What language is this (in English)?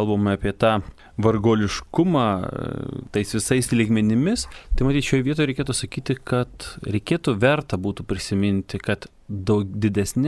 Lithuanian